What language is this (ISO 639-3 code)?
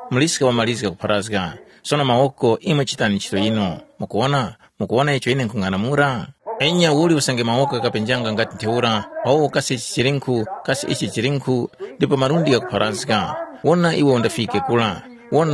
tum